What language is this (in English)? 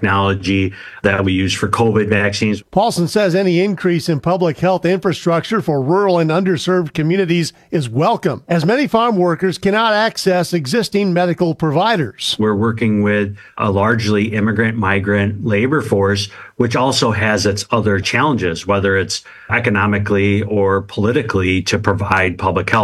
English